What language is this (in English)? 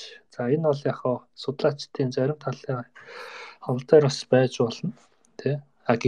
Mongolian